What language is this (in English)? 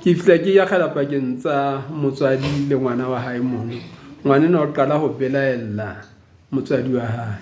Southern Sotho